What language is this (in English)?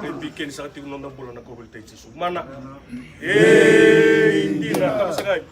Fijian